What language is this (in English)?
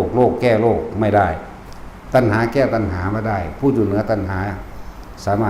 Lao